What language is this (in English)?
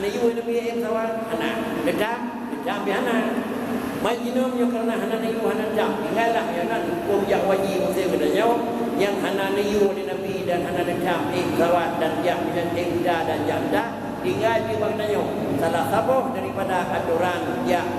Achinese